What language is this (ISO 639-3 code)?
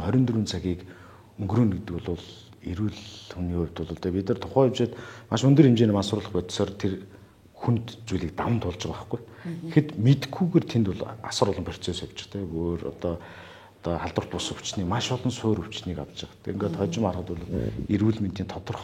mon